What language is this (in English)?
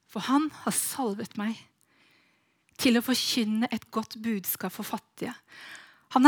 Norwegian